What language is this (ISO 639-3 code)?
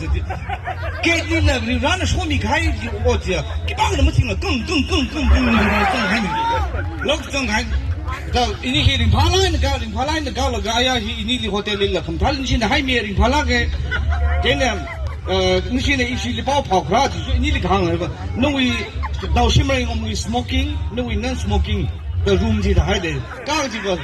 nmf